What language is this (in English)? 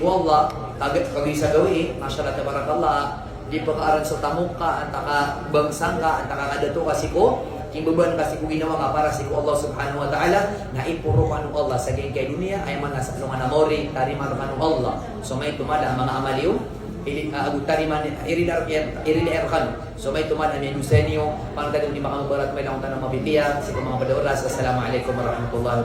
Maranao